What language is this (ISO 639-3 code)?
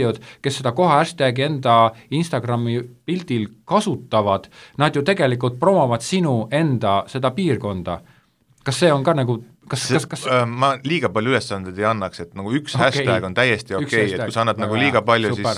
est